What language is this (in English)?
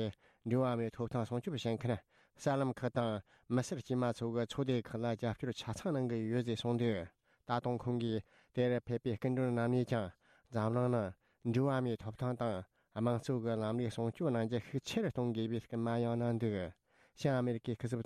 Tibetan